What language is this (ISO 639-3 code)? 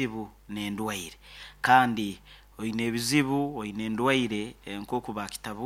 nyn